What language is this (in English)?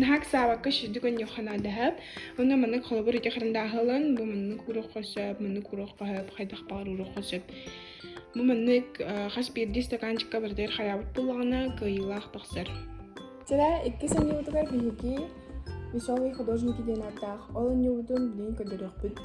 Yakut